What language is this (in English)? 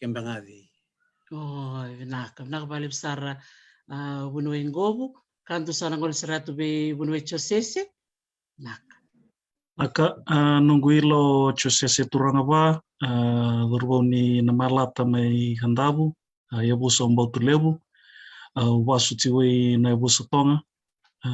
Fijian